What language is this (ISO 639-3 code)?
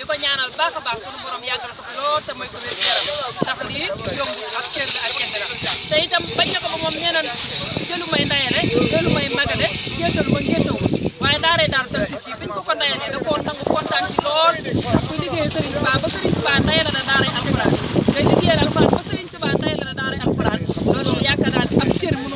wol